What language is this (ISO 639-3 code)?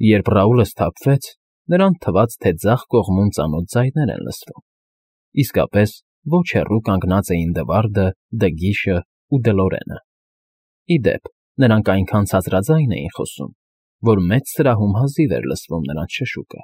hye